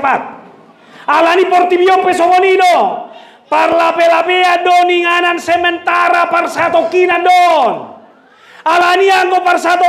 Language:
Batak Toba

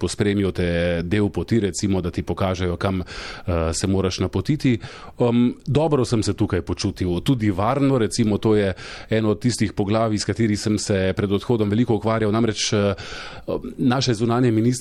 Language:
Slovenian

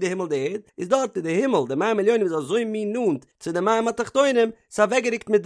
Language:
Yiddish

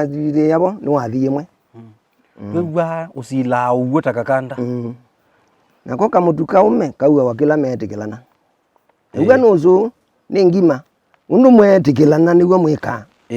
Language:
Kamba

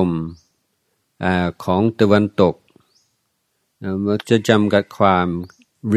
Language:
Thai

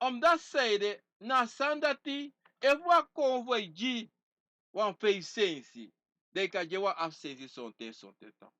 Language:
Sranan Tongo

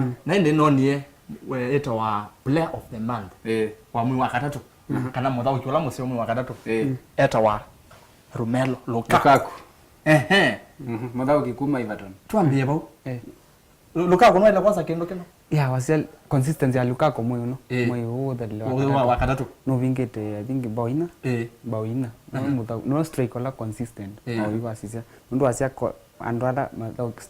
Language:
Kamba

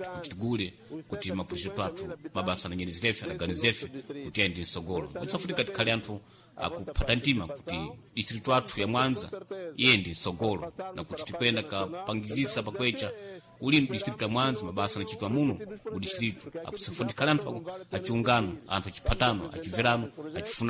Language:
Sena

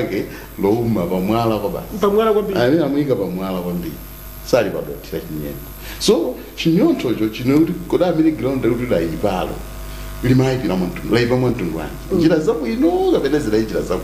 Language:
Nyanja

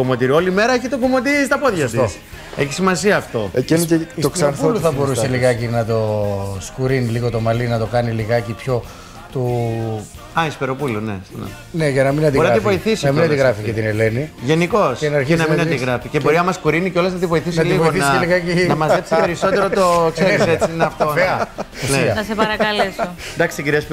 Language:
Greek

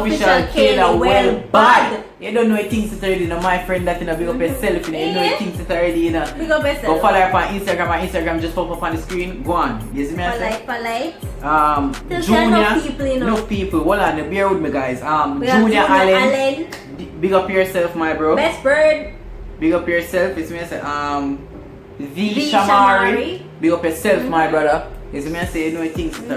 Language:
Jamaican Creole English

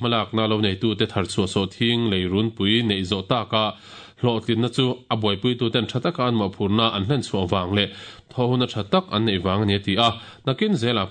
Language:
Mizo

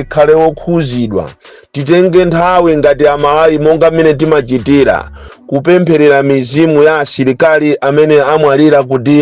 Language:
Nyanja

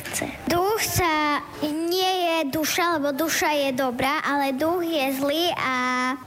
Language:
Slovak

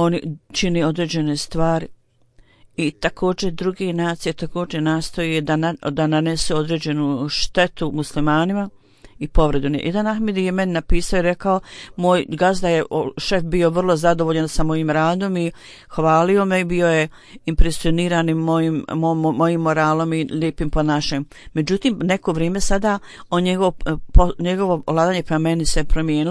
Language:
Bosnian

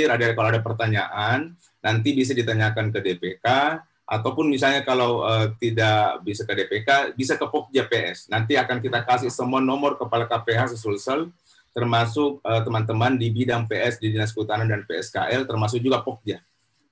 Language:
Indonesian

